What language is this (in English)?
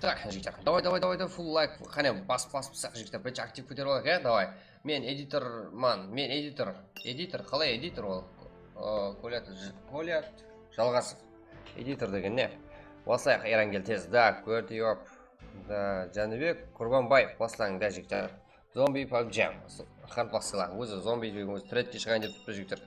Kara-Kalpak